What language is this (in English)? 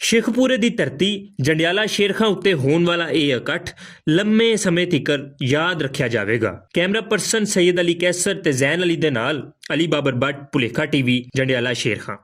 Western Panjabi